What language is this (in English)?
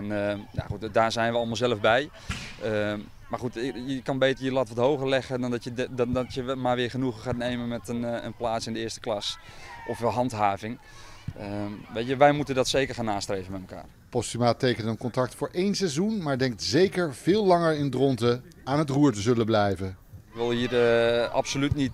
Dutch